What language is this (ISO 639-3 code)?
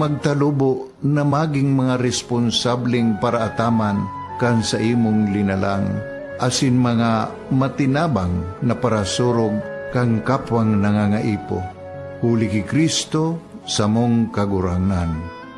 bik